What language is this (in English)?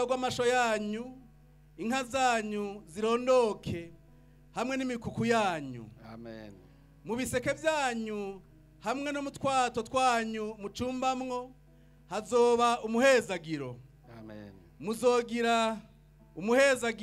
Rundi